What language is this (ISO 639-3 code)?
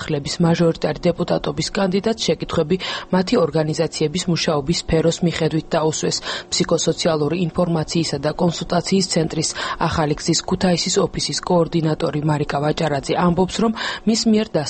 kat